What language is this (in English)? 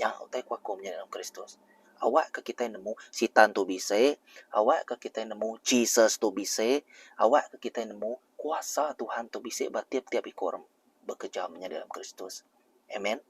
Iban